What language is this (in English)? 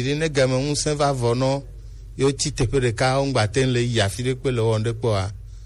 Gen